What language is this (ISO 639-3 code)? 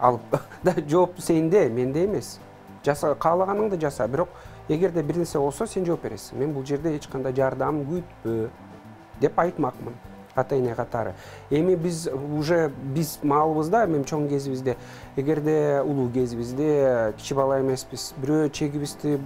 kir